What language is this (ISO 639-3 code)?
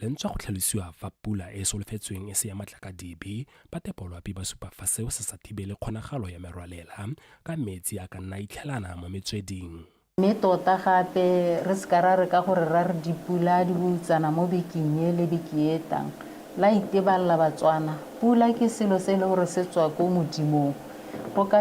tsn